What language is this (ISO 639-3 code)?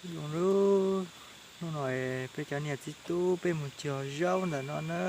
hmn